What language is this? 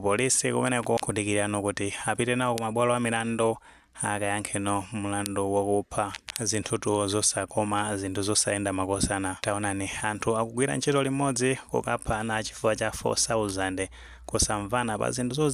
Nyanja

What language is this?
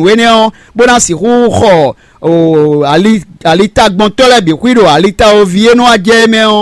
Fon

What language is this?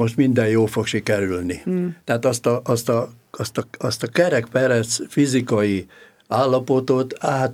Hungarian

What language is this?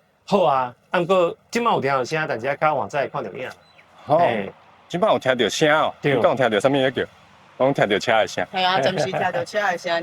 Min Nan Chinese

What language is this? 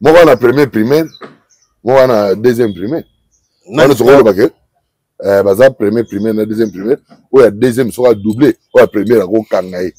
Lingala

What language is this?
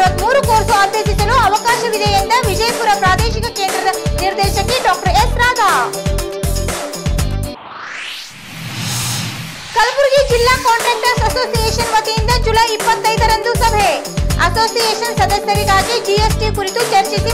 Kannada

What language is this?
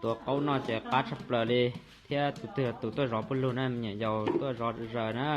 Hmong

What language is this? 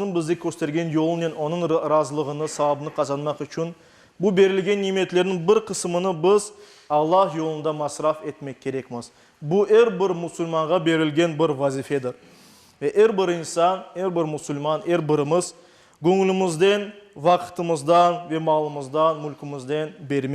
Crimean Tatar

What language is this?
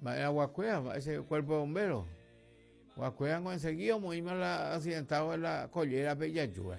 Guarani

